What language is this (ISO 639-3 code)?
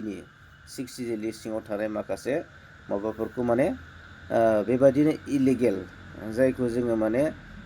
brx